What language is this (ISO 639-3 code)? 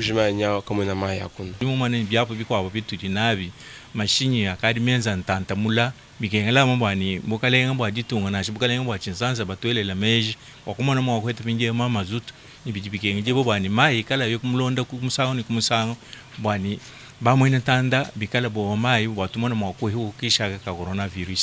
lua